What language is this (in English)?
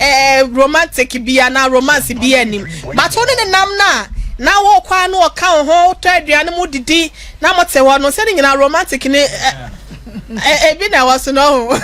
Akan